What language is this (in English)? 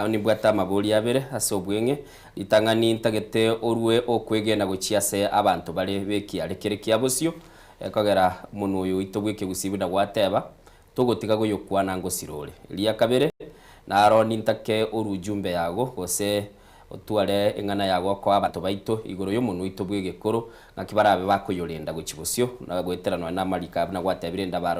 Gusii